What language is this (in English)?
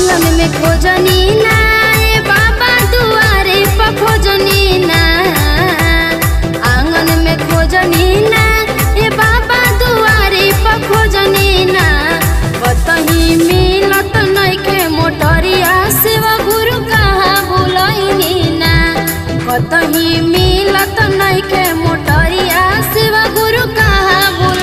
Bhojpuri